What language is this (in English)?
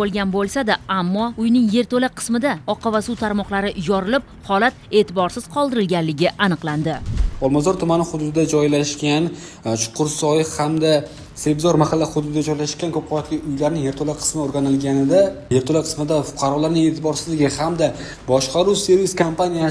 Uzbek